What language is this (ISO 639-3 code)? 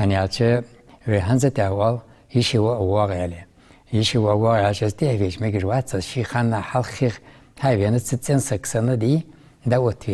inh